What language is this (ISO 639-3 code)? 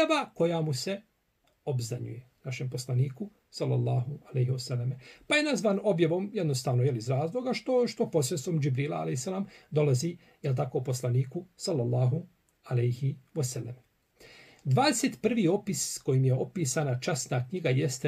bos